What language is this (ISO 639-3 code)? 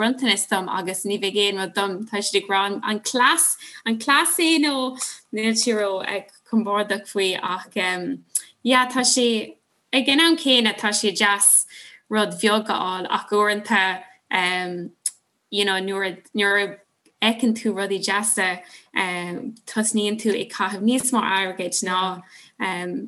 gle